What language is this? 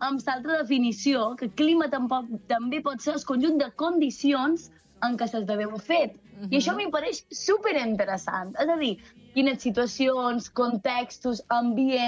Catalan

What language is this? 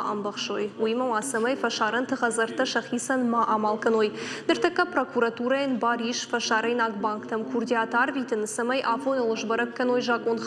Ossetic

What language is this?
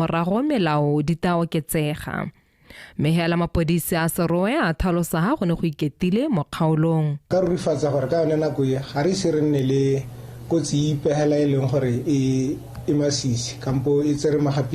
Tswana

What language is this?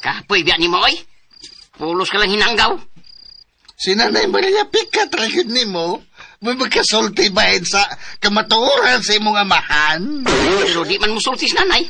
Cebuano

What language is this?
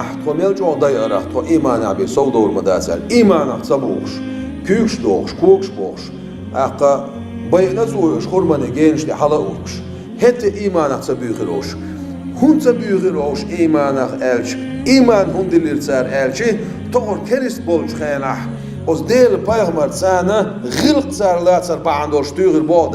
Chechen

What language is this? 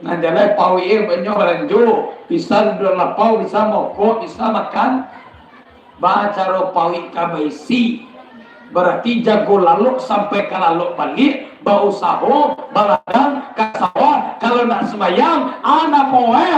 Minangkabau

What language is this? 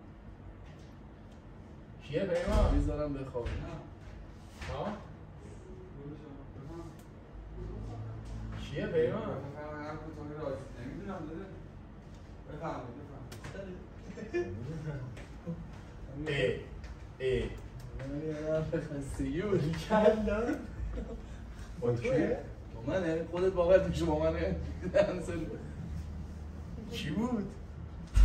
Persian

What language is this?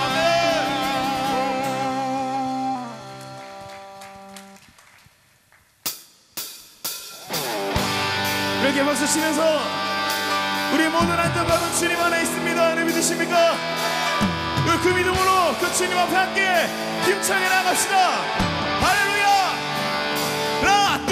Korean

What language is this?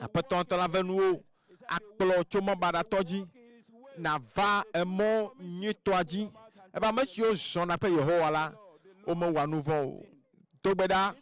Ewe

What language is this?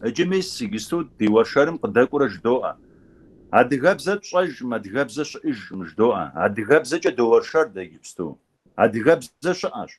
Kabardian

